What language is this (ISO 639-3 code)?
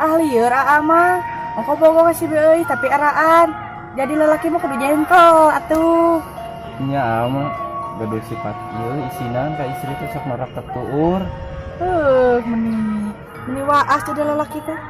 sun